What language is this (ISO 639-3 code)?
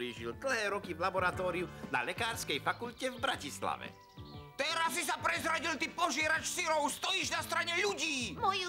slk